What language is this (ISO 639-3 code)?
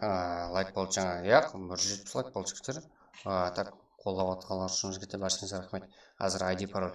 kaa